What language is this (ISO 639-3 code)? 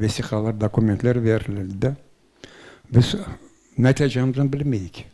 crh